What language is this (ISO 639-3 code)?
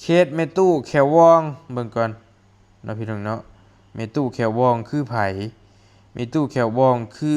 lao